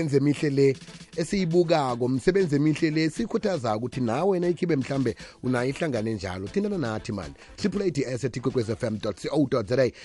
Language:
South Ndebele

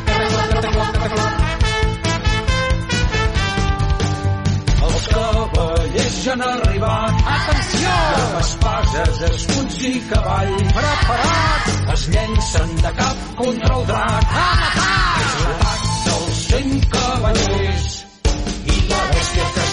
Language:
Catalan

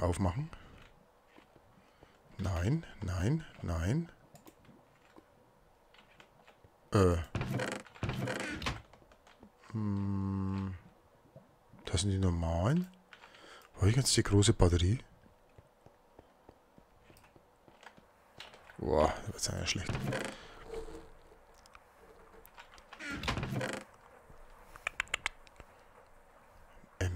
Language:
German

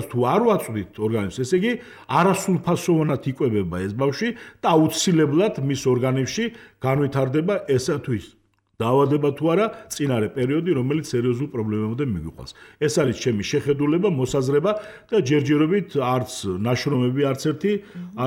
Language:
Georgian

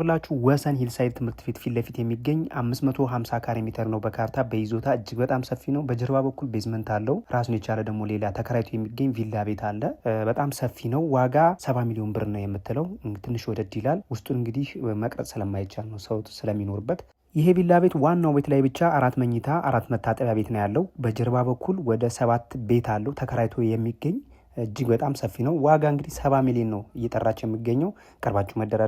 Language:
Amharic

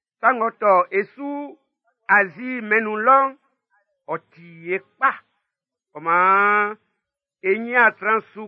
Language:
Baoulé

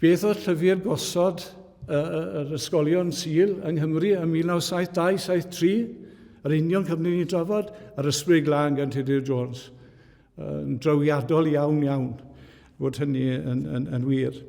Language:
Welsh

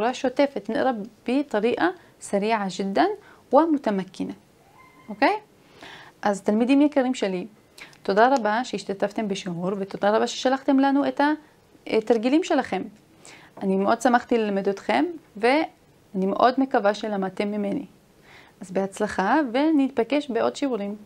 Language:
Hebrew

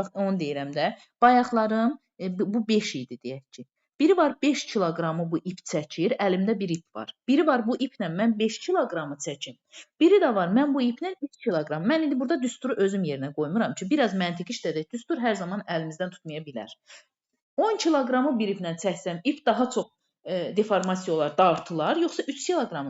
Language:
Azerbaijani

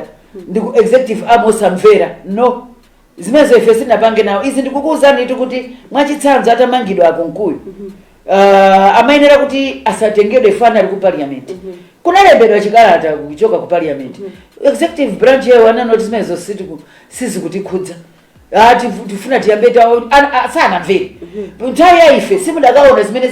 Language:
Nyanja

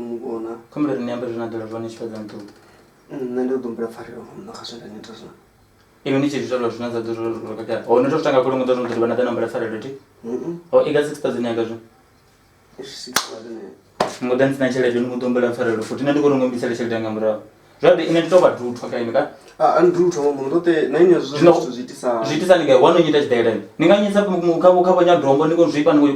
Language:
Venda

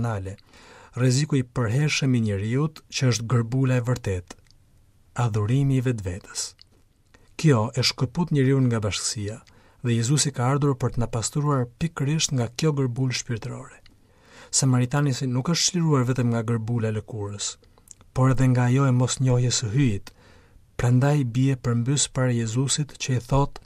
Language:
Albanian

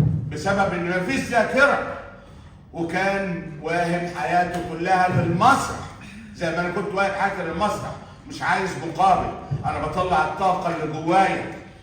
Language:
Egyptian Arabic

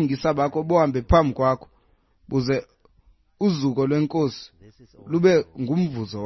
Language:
Xhosa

